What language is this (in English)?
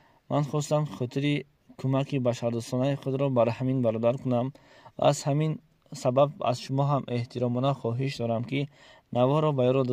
Tajik